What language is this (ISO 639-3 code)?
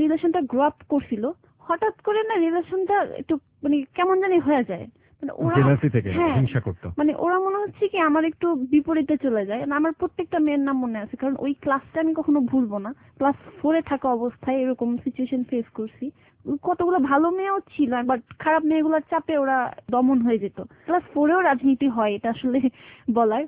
ben